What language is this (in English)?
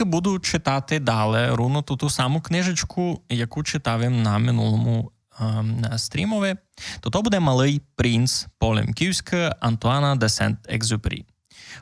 Rusyn